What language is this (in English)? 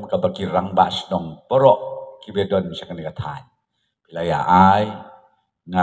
Khasi